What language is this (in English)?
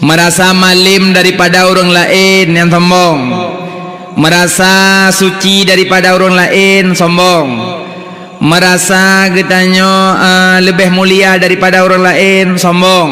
Achinese